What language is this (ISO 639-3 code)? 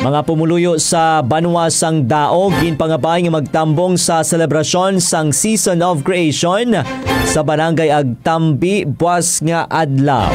hil